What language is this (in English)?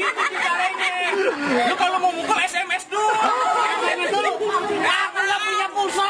Betawi